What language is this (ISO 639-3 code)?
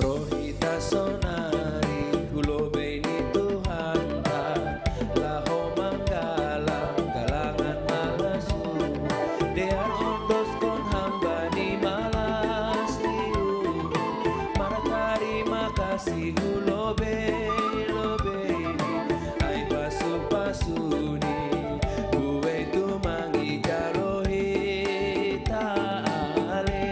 bts